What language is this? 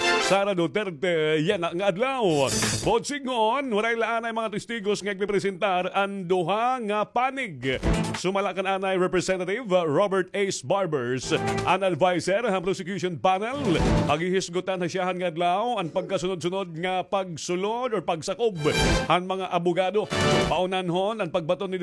Waray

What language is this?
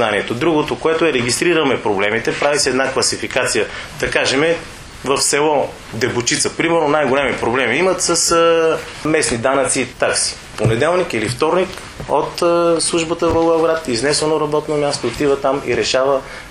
Bulgarian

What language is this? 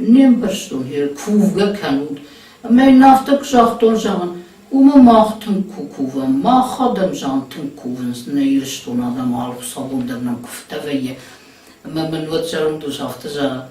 Ossetic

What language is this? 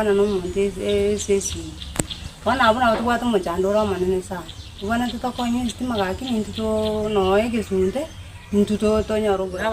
Gusii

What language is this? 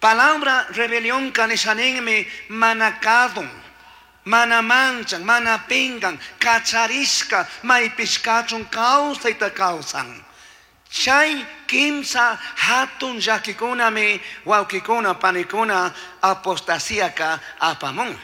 Chimborazo Highland Quichua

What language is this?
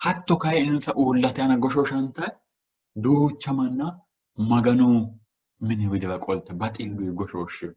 Sidamo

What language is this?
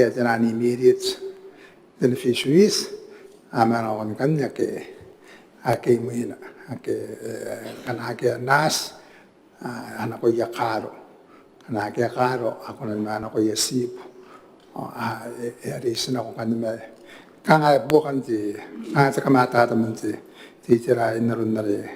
Gilbertese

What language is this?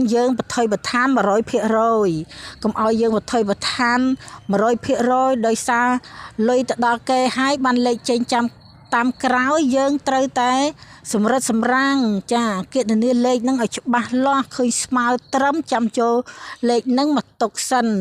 Khmer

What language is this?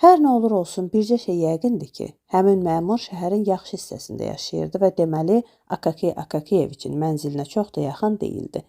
Azerbaijani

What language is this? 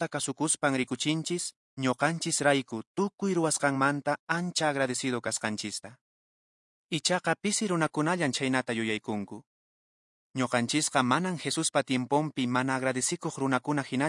Quechua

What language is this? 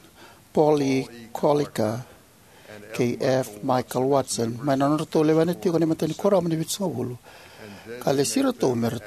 Fijian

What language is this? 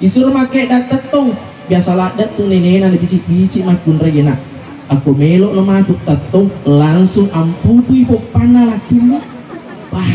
Buginese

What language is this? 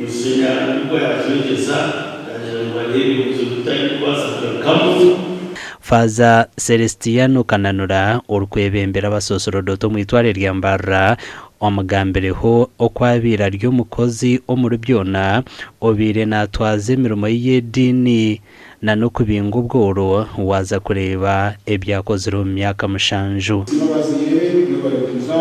Nyankole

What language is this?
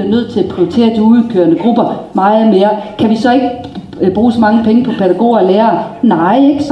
Danish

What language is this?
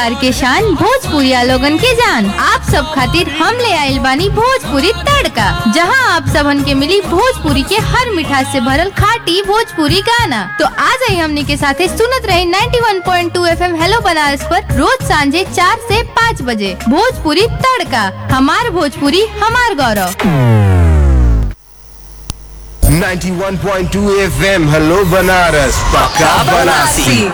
Bhojpuri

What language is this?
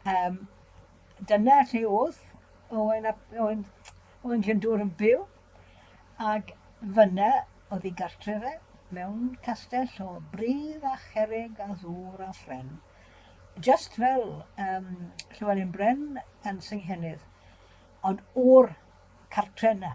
Welsh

